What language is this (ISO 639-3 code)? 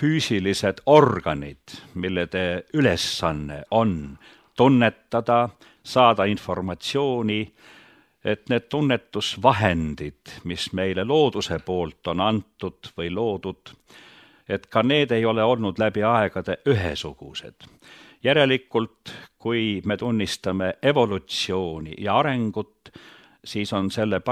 est